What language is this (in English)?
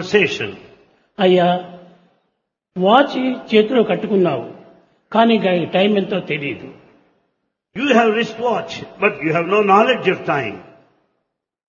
Telugu